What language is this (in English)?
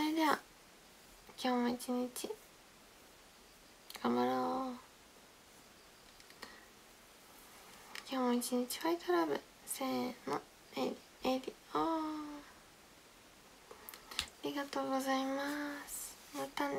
Japanese